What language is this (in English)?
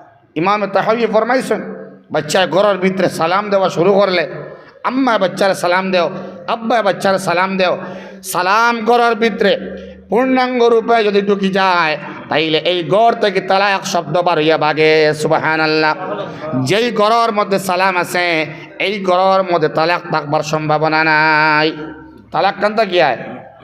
Sylheti